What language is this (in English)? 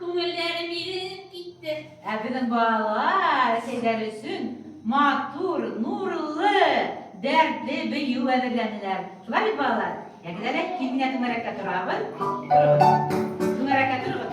Bashkir